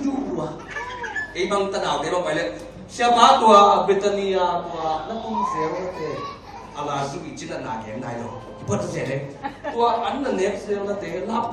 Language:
Tedim Chin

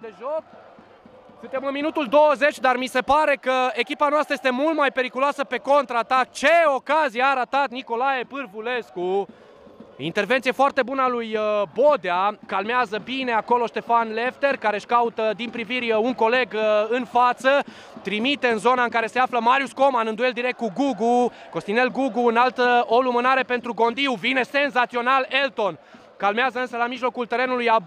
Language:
Romanian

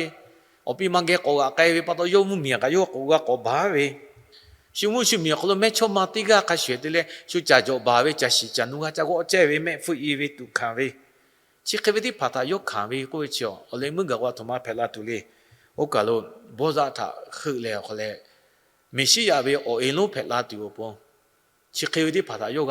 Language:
Lahu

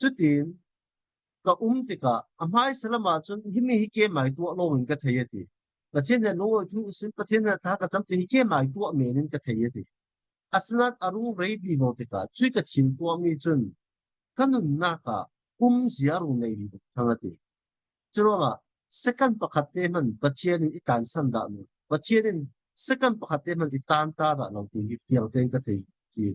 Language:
Falam Chin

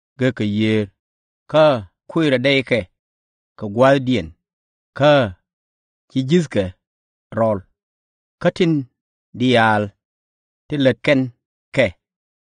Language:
Nuer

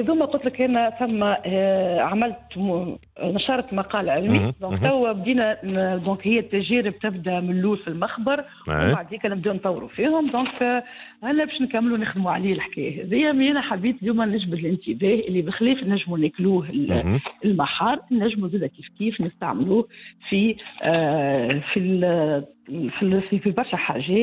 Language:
Tunisian Arabic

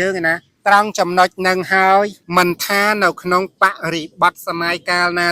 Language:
Khmer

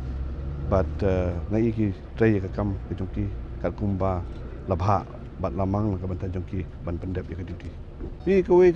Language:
Khasi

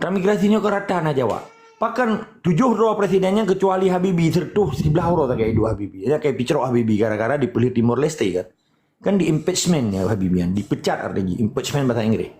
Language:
Achinese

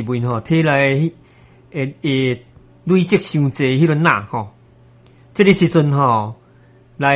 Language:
Min Nan Chinese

